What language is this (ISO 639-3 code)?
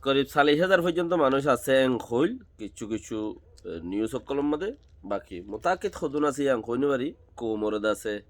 rhg